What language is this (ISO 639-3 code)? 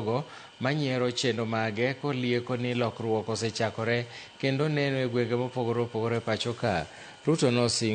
luo